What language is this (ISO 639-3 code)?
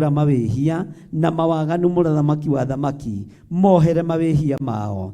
kik